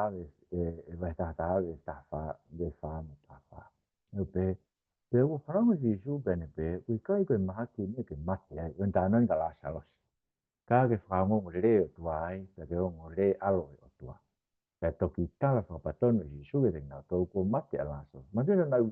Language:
Tongan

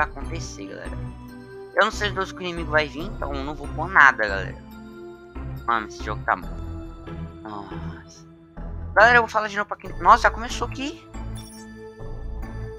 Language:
Portuguese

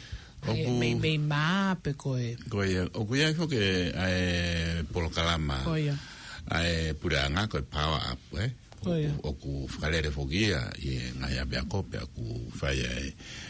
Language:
Tongan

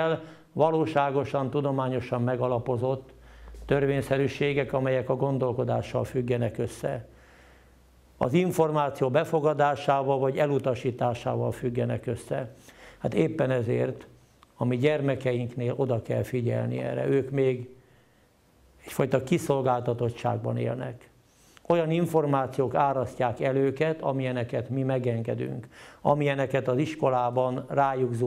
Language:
Hungarian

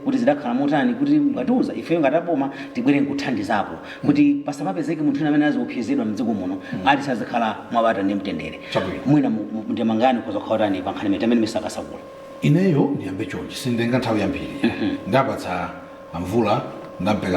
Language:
Nyanja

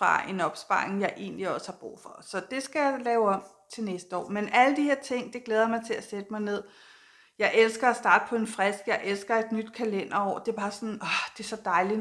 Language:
Danish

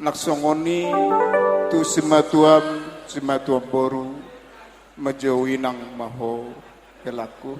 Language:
Batak Toba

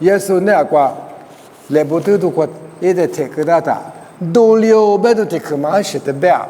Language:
Lisu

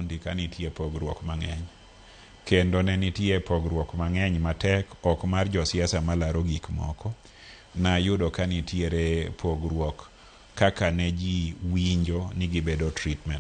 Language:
Luo (Kenya and Tanzania)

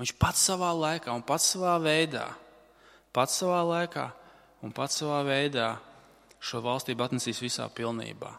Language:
Latvian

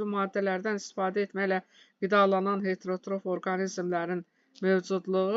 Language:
Azerbaijani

